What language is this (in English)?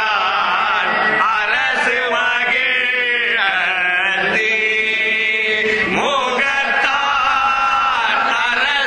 Tamil